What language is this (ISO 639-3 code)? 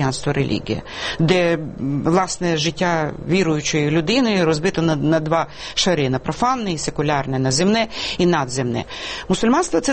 ukr